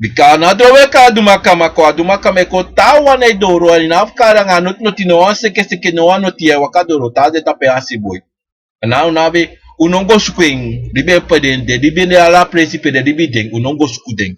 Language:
Sranan Tongo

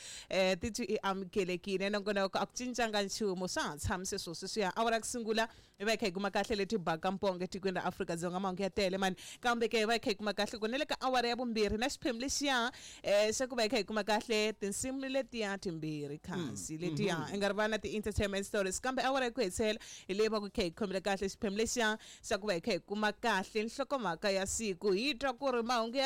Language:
Tsonga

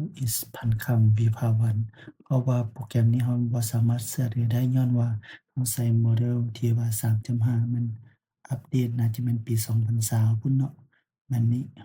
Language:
Lao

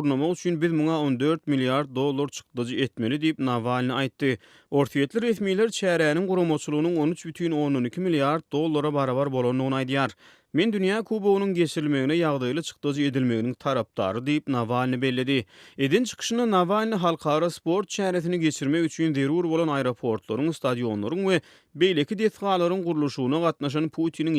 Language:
Turkmen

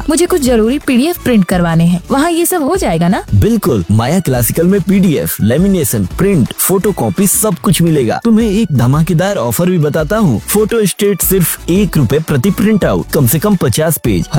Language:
Hindi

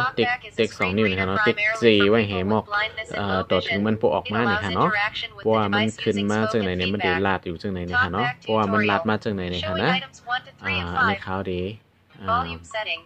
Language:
Shan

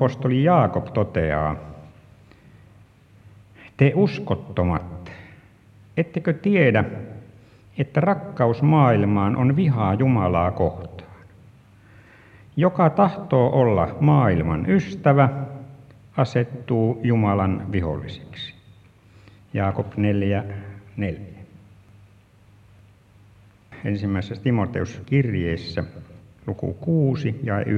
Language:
Finnish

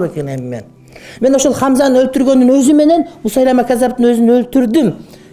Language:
Kyrgyz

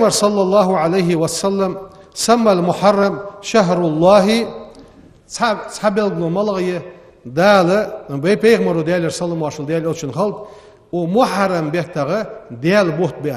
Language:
Ingush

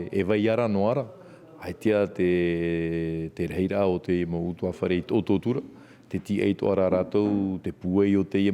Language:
Tahitian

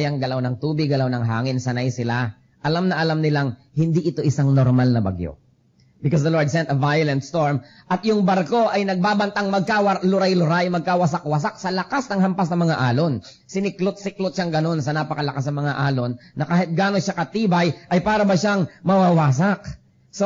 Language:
Filipino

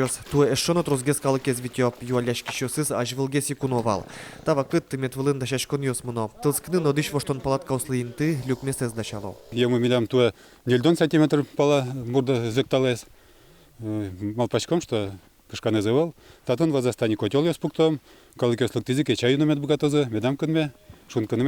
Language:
Udmurt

